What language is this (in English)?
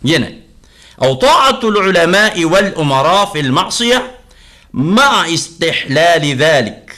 Maranao